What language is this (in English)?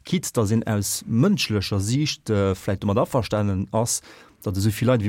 Luxembourgish